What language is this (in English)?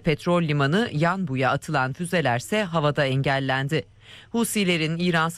Turkish